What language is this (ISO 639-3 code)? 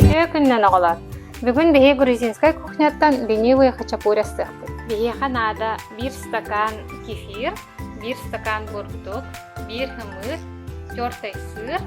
sah